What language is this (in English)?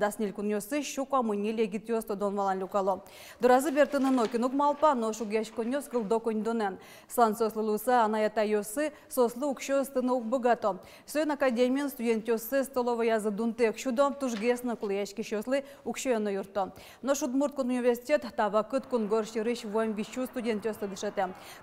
Udmurt